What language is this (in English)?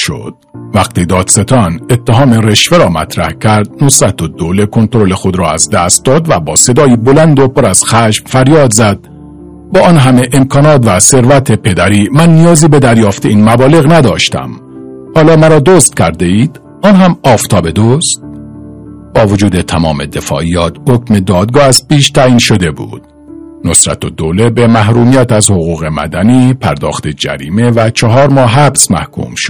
Persian